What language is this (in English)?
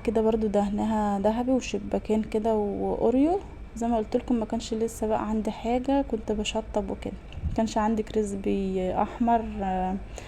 Egyptian Arabic